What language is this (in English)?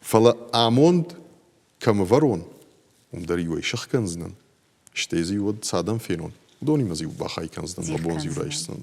Ossetic